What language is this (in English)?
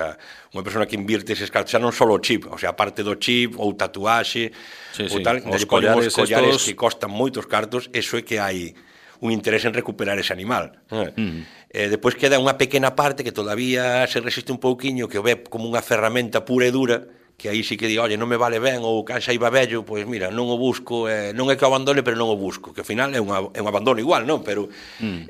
Galician